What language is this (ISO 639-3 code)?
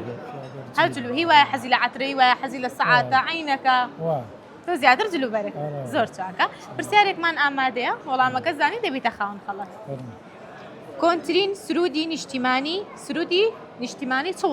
ckb